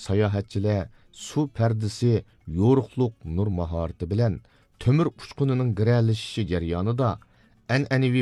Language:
Uyghur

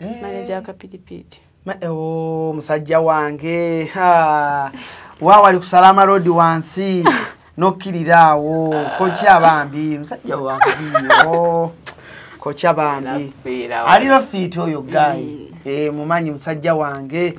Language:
Ganda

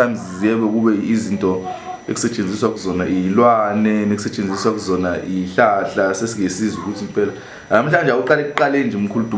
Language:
Zulu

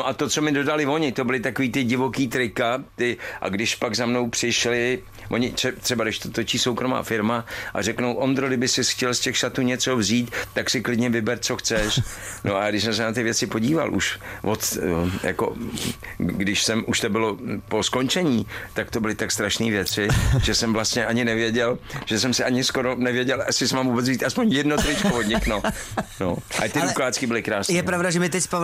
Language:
Czech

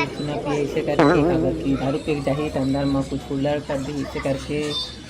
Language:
Chhattisgarhi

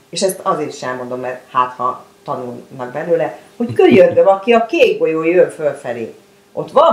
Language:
Hungarian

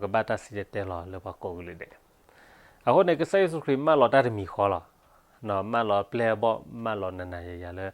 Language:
S'gaw Karen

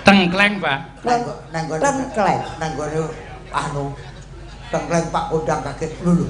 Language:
Javanese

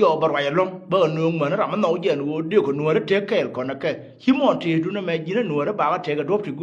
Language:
Nuer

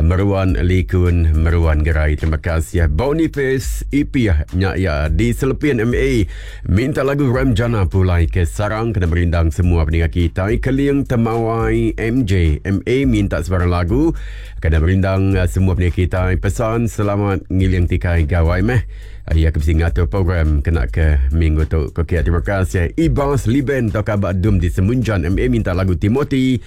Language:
Iban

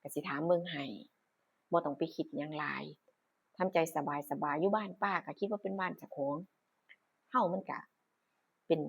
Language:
Northeastern Thai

